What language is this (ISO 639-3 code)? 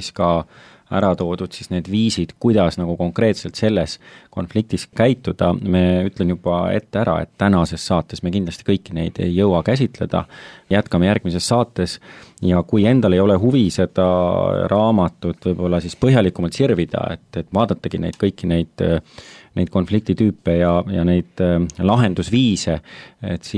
est